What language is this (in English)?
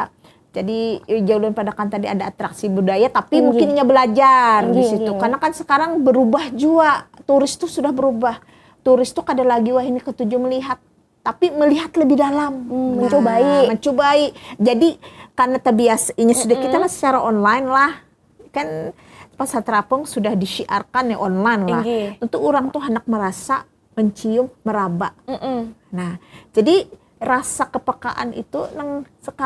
Banjar